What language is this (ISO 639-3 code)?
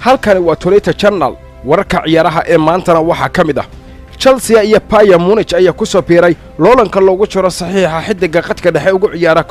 som